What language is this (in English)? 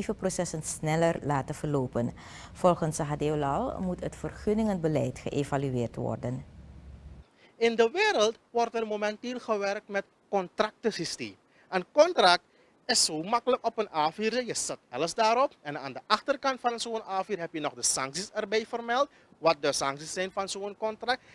Dutch